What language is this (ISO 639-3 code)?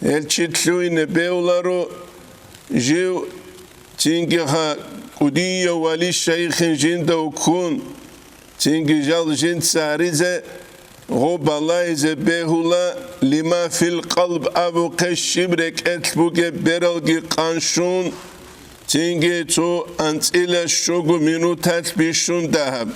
ava